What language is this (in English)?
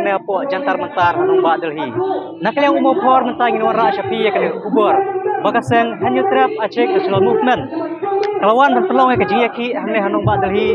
Khasi